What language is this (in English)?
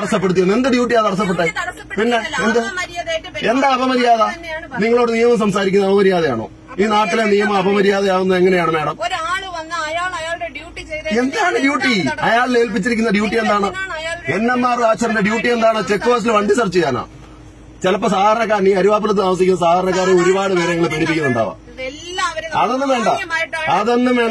Malayalam